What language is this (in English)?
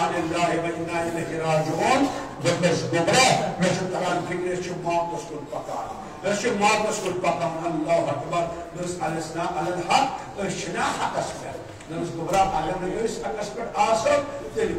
Kashmiri